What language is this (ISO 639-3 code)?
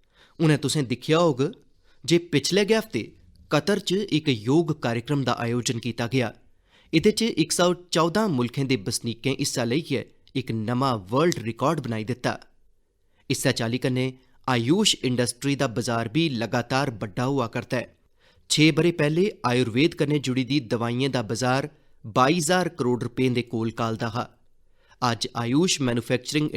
doi